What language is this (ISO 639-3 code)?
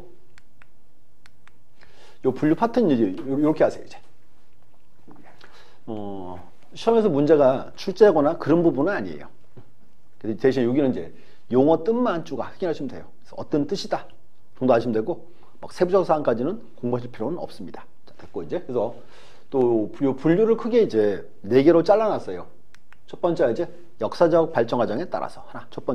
kor